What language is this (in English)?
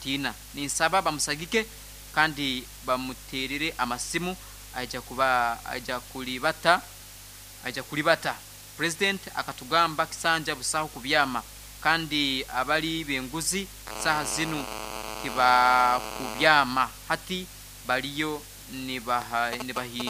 Nyoro